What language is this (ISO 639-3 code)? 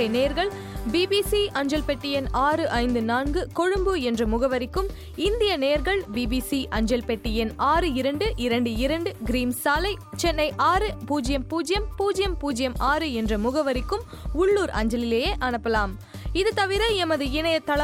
tam